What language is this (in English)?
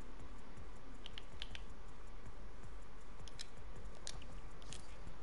German